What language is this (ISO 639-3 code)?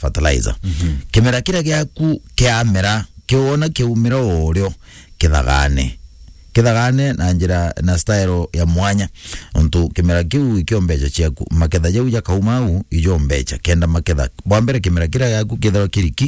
mer